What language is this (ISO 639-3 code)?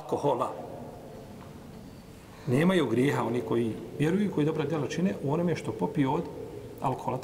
bos